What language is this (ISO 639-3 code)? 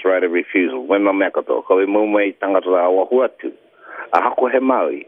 mri